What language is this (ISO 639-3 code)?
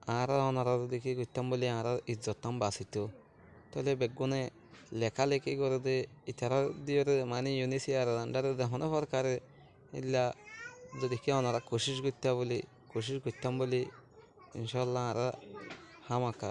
rhg